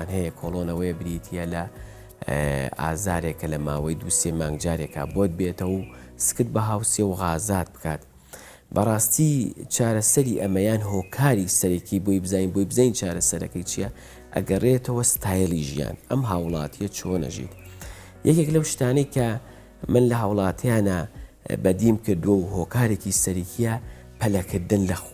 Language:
Central Kurdish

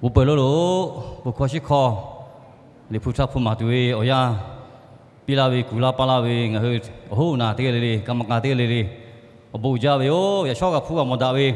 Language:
Lahu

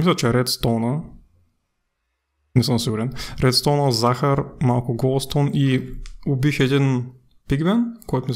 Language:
Bulgarian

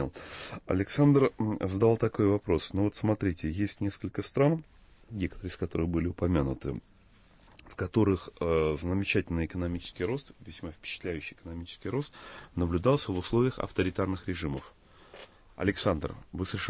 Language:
Russian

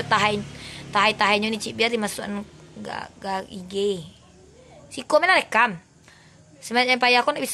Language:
Minangkabau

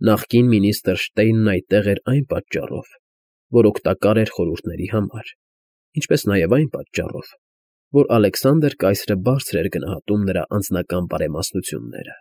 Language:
Armenian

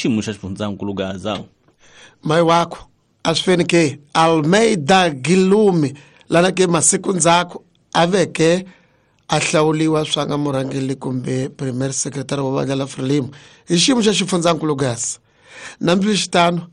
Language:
Tsonga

